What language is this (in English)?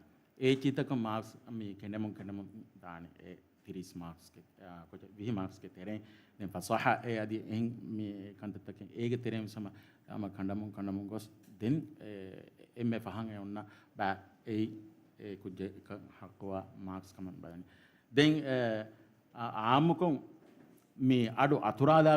Divehi